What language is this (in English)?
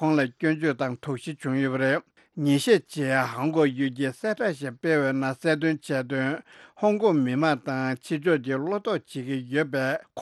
Tibetan